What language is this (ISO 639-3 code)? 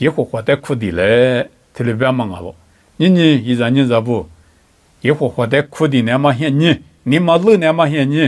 lis